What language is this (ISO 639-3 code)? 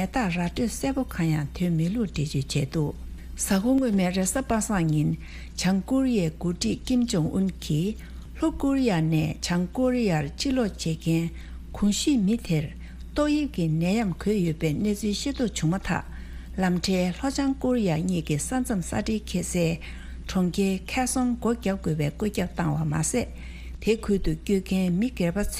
bod